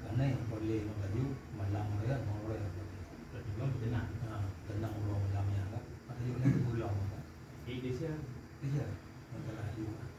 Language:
Achinese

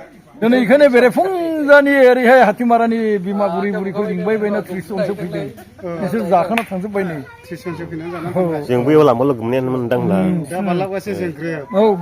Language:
Bodo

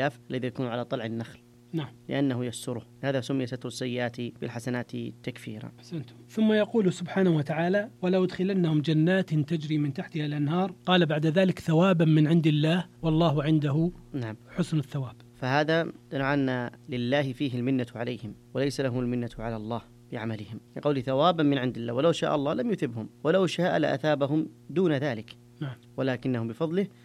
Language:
Arabic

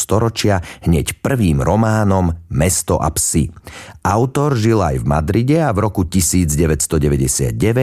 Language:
Slovak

